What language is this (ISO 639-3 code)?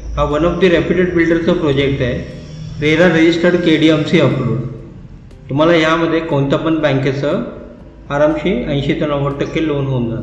mar